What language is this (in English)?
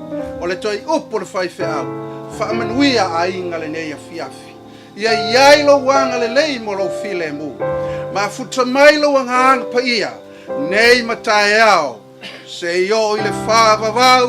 Samoan